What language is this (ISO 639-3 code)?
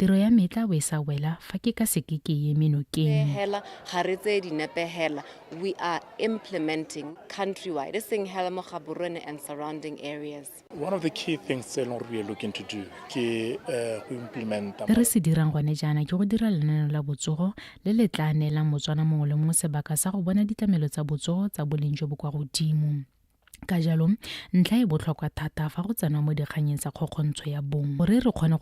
tsn